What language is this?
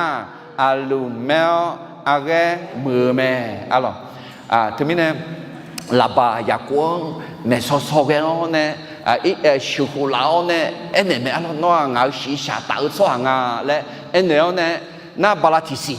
Akha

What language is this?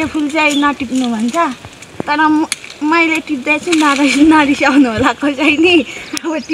Nepali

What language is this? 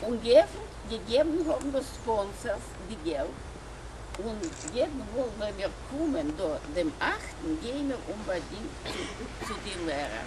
Yiddish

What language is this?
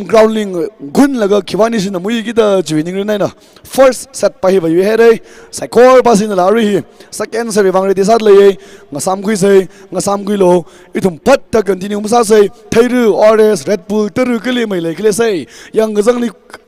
Tangkhul Naga (India)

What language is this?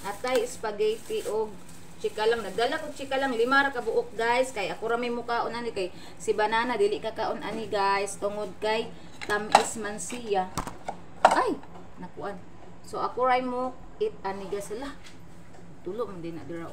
Cebuano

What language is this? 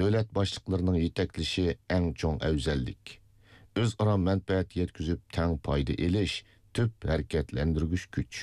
Uyghur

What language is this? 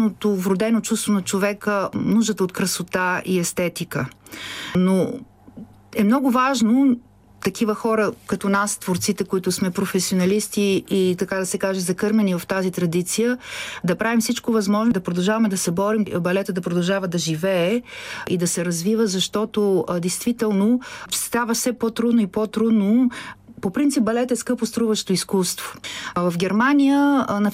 Bulgarian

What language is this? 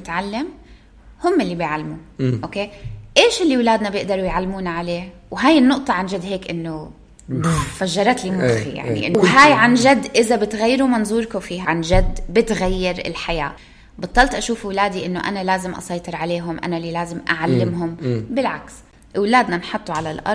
North Levantine Arabic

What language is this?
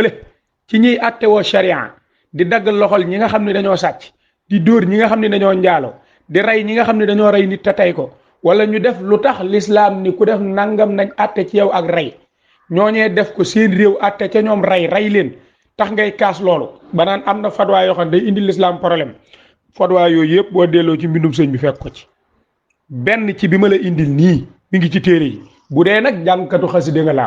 Wolof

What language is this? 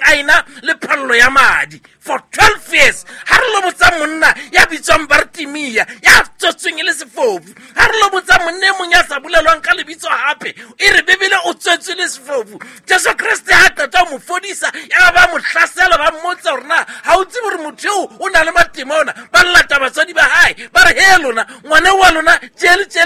Southern Sotho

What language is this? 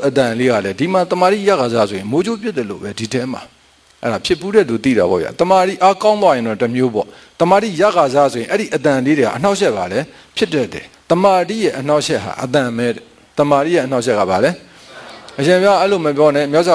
Burmese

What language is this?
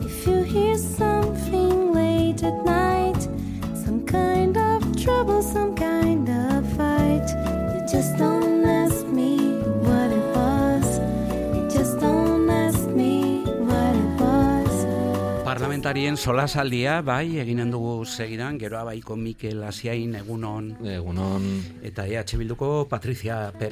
Basque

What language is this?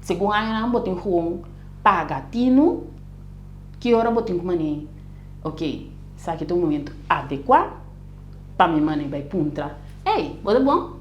Papiamento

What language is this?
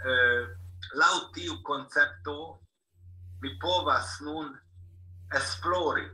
Esperanto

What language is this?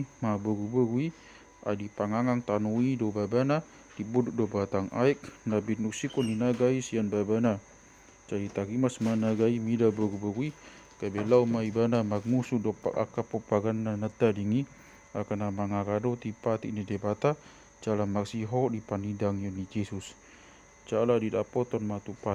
Batak Toba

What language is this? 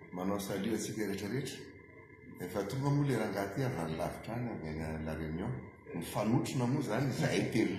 Malagasy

